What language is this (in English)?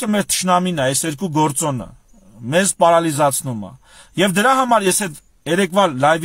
Armenian